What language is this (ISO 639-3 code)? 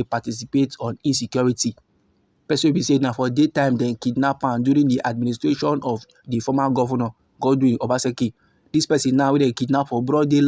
pcm